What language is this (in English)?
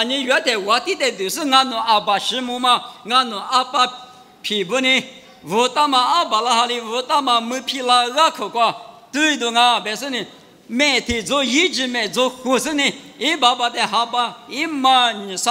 Lisu